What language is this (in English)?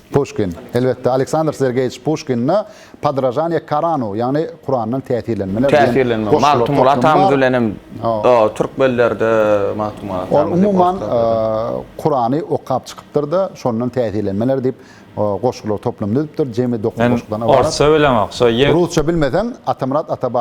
Turkmen